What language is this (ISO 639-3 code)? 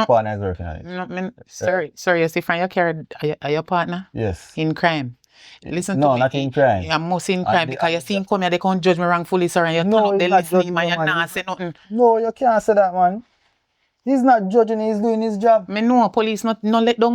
jam